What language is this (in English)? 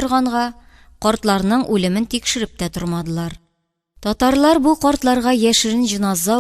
Tatar